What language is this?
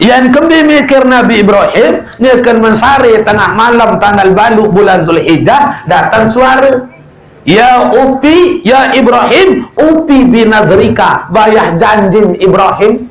Sasak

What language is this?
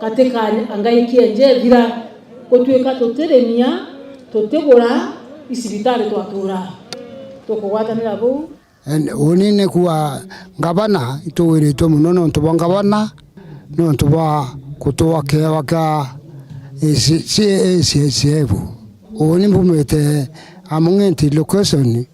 Meru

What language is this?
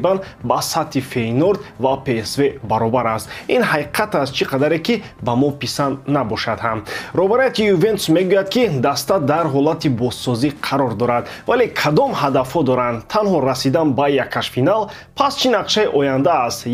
Tajik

